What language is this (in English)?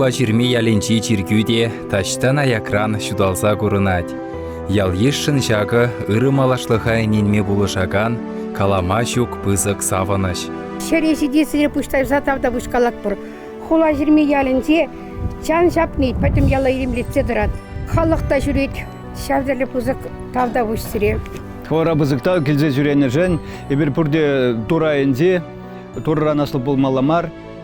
Chuvash